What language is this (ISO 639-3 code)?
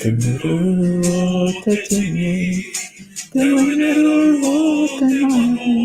mri